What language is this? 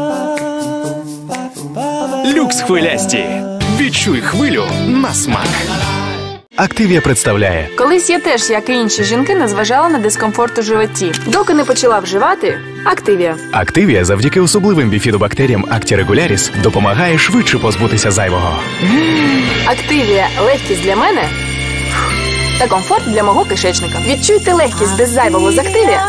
Ukrainian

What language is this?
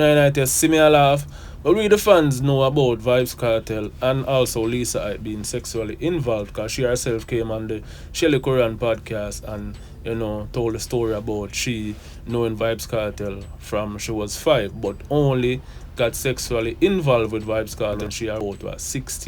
Jamaican Creole English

